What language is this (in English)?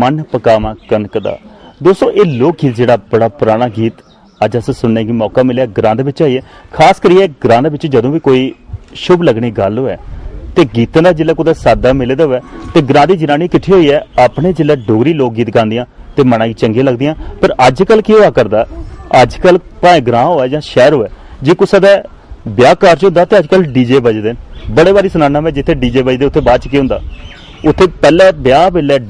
Dogri